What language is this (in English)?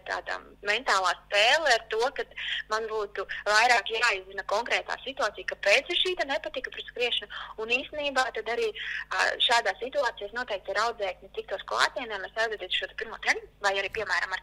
Latvian